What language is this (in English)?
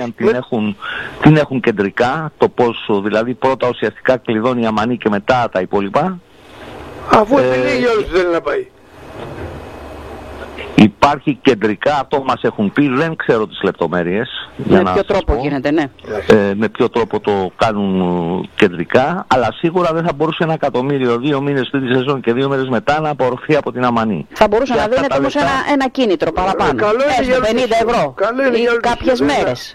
Greek